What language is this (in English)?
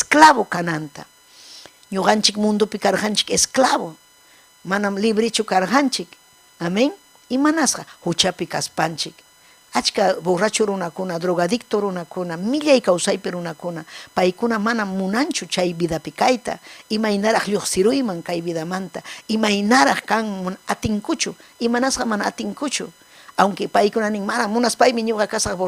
Ayacucho Quechua